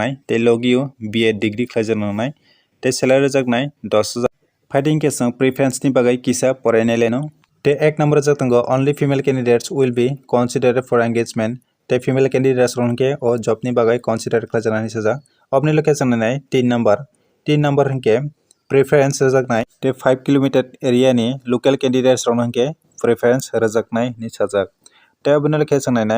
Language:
Kok Borok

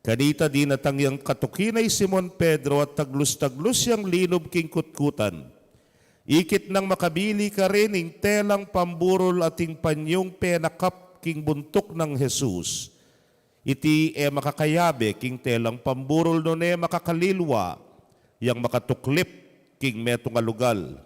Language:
Pampanga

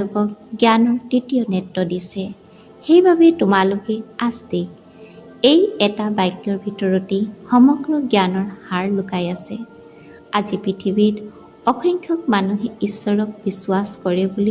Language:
Assamese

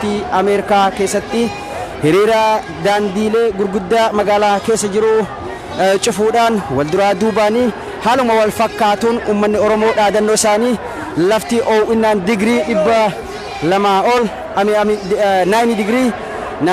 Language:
Oromo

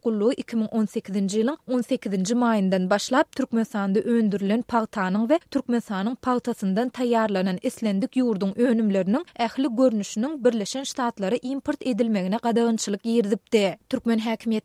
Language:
Turkmen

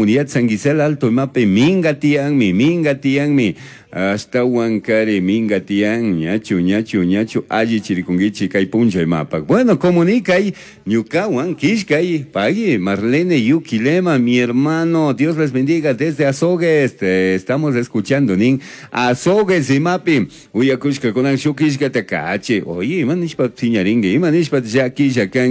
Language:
Chimborazo Highland Quichua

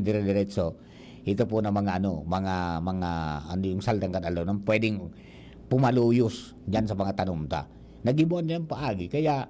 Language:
Bikol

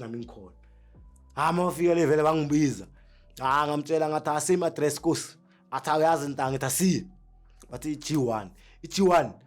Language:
Zulu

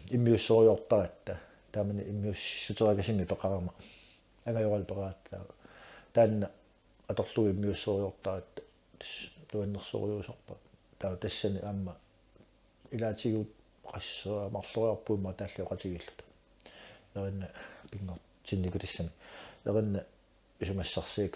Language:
Kalaallisut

